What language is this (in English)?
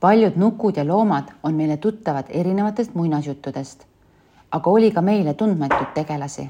Estonian